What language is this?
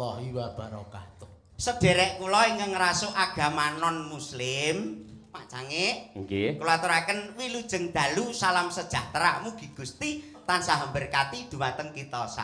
Javanese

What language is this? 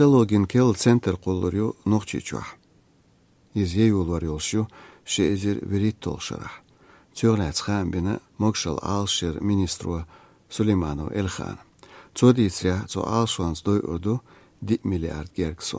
Chechen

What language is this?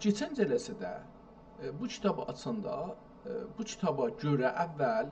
South Azerbaijani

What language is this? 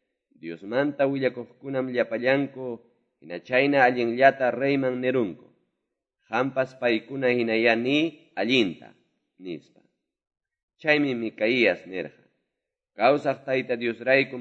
Quechua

